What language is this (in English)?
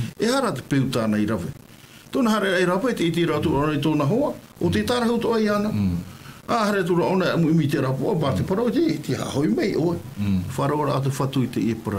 Tahitian